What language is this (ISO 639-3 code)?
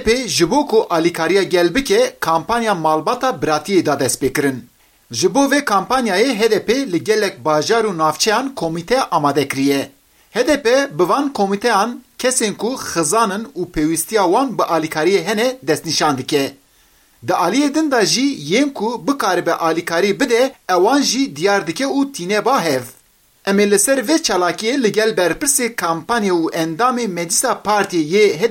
kur